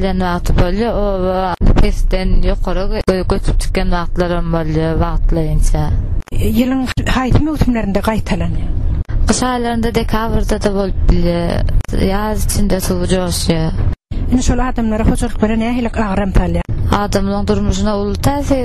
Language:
Turkmen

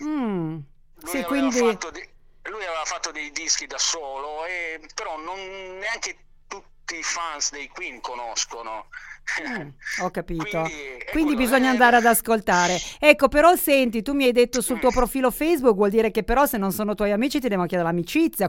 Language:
Italian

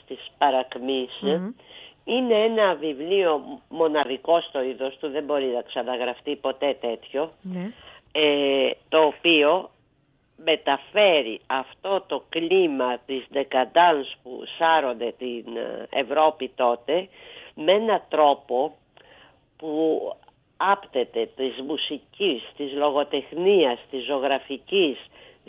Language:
Greek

